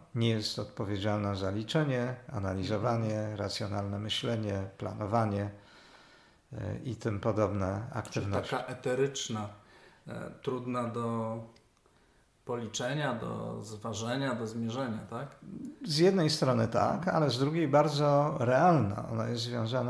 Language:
Polish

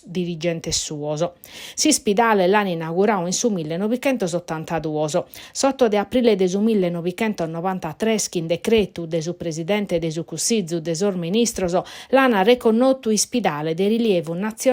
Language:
Sardinian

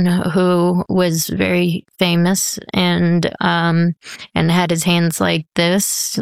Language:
English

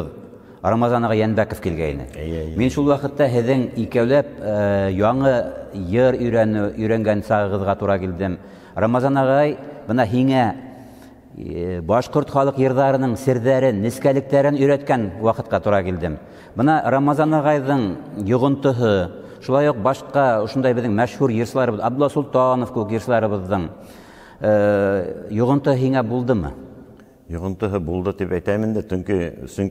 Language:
Bashkir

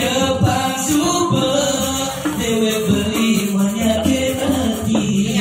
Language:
Balinese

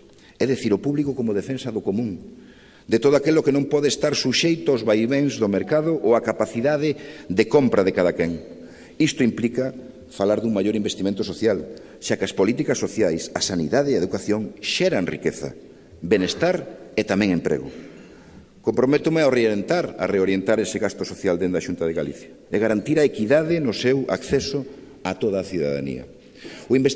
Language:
Galician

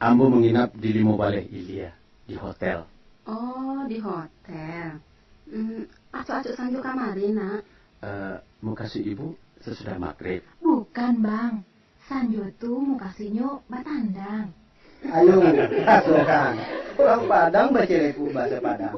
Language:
Minangkabau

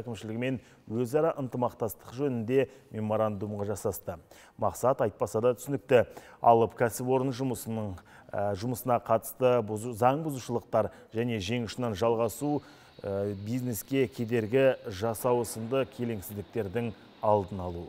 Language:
Kazakh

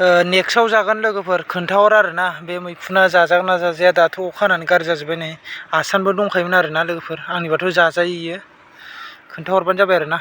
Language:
Bodo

